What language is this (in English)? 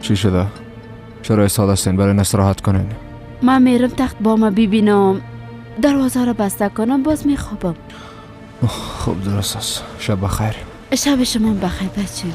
Persian